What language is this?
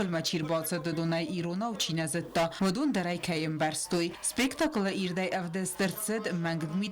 Ossetic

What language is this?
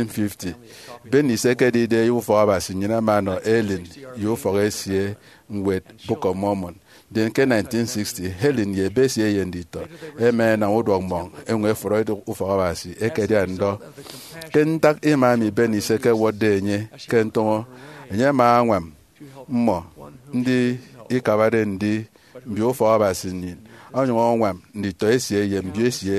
Efik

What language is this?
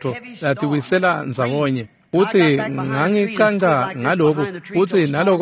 Swati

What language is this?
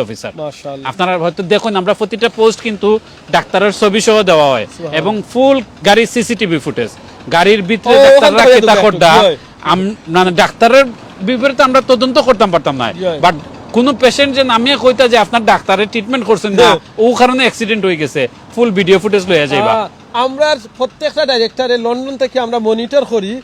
Sylheti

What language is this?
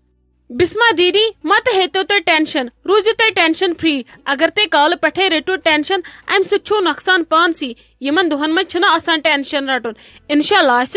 Kashmiri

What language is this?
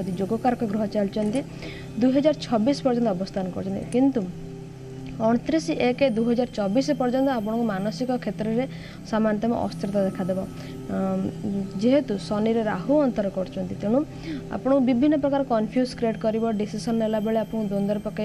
Odia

